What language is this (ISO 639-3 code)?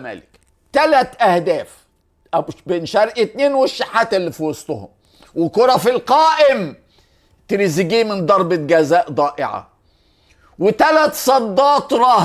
arz